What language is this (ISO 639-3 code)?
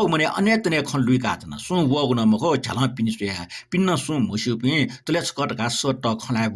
new